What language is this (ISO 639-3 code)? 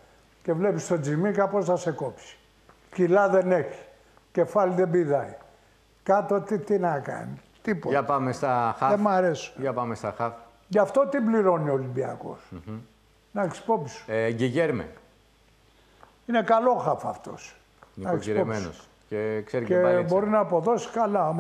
ell